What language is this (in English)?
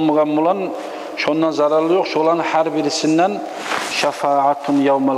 Kumyk